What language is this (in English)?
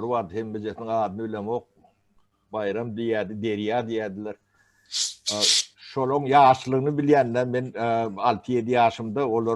Turkmen